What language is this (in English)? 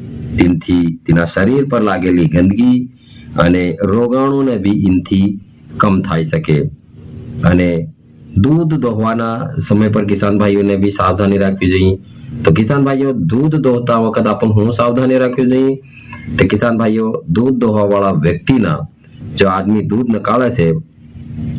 Gujarati